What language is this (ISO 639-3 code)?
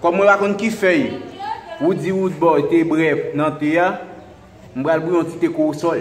hat